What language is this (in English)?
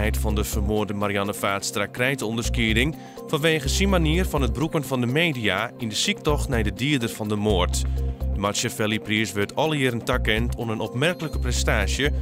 Western Frisian